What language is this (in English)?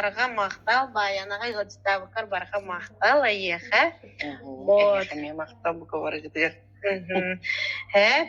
Yakut